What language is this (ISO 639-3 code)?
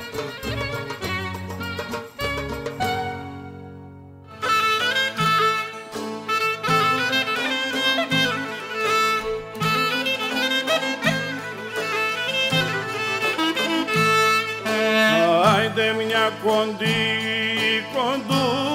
ell